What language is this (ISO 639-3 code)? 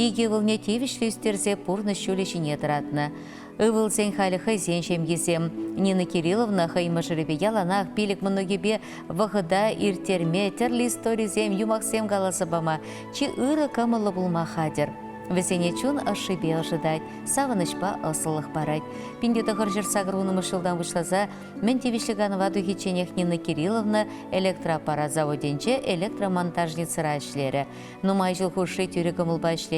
chv